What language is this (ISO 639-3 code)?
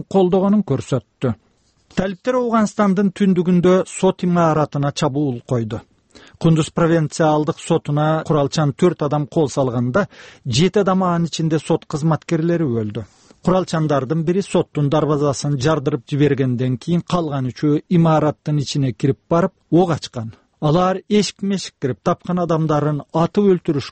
kir